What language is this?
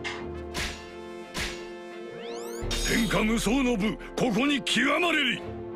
Japanese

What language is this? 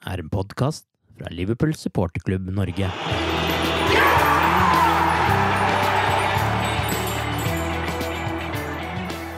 Norwegian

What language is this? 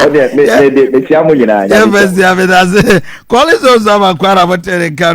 Akan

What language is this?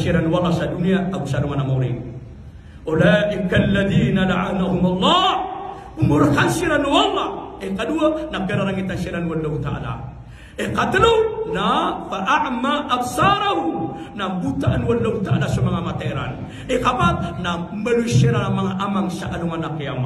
Maranao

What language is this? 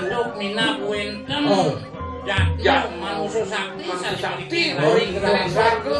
Balinese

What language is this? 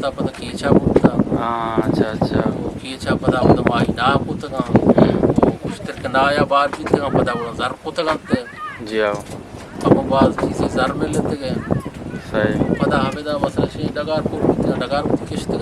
Eastern Balochi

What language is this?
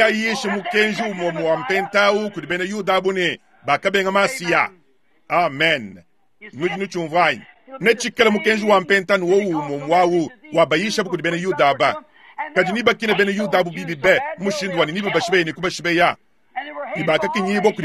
Luba-Lulua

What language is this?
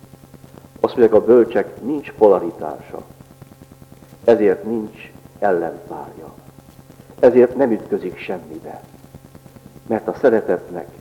Hungarian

